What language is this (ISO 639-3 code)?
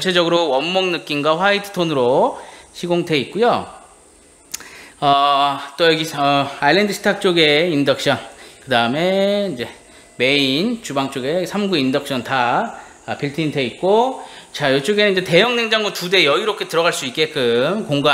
kor